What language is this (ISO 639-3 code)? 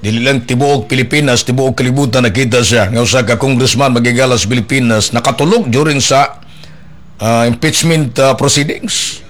ceb